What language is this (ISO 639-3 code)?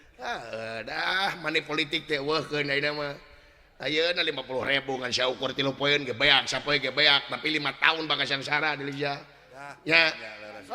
sun